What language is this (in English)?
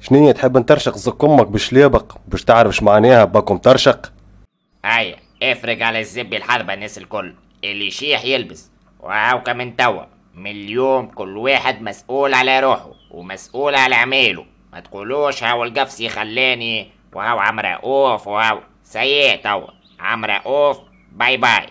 Tunisian Arabic